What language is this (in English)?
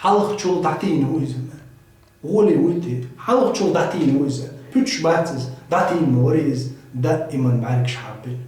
Chechen